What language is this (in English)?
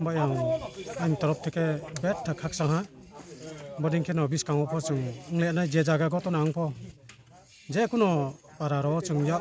Riang (India)